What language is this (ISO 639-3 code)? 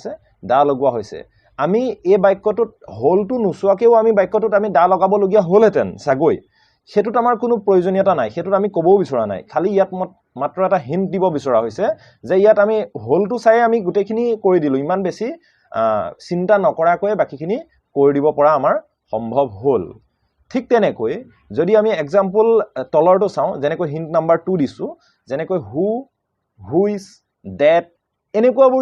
asm